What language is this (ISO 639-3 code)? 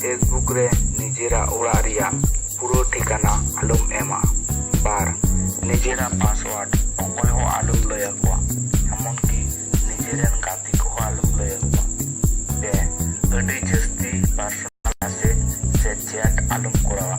sat